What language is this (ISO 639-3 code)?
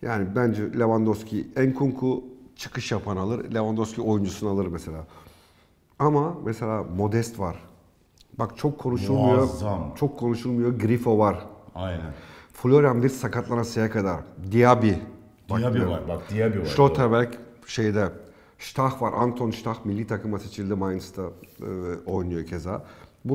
tur